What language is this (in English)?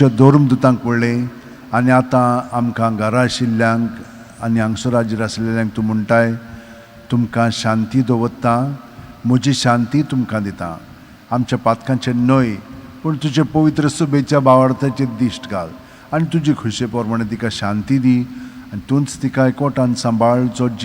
Konkani